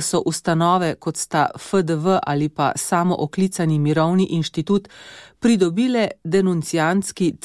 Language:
Slovenian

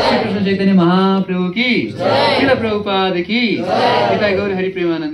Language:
Nepali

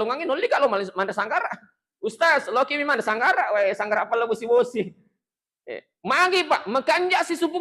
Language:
Buginese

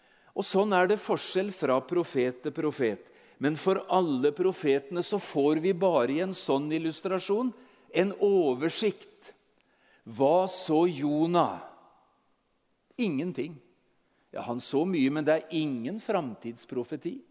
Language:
Norwegian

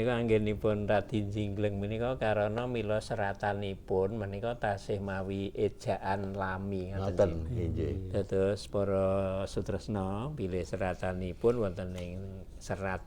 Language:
Javanese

